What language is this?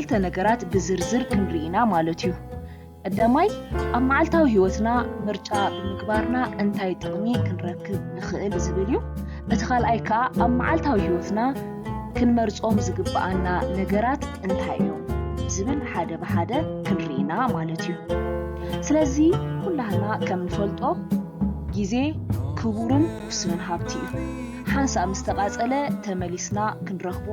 Tigrinya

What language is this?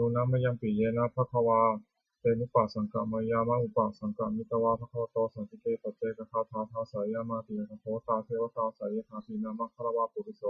Pali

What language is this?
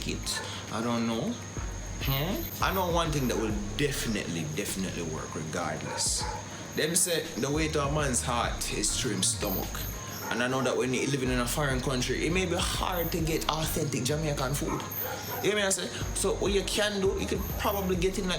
Jamaican Creole English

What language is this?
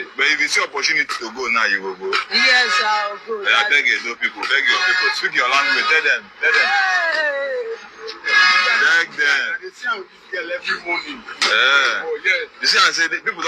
Nigerian Pidgin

